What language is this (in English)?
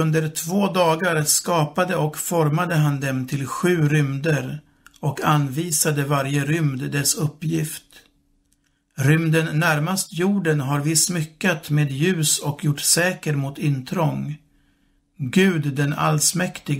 Swedish